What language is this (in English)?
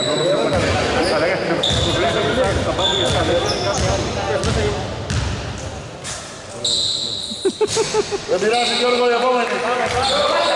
Greek